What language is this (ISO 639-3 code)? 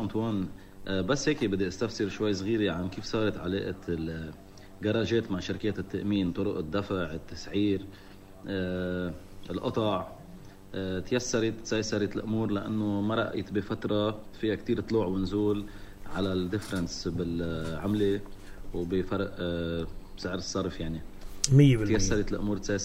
apc